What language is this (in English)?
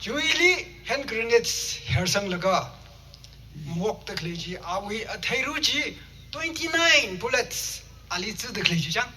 Tangkhul Naga (India)